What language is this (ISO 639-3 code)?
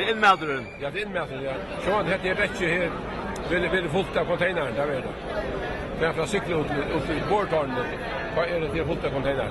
fao